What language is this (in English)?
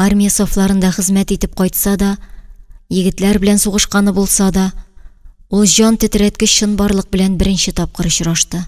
Tatar